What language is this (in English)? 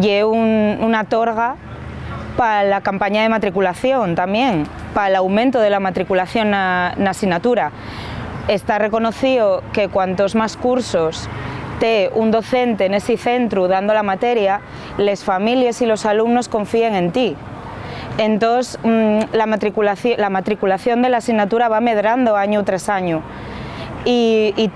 Asturian